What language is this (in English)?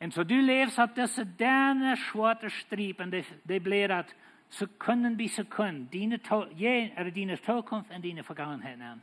Plautdietsch